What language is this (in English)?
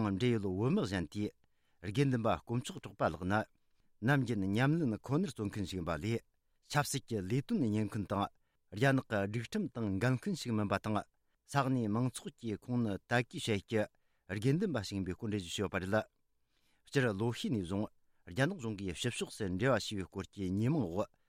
Tibetan